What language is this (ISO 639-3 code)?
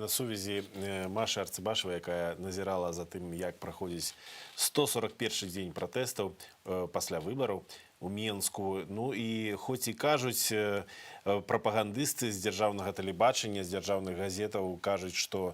bel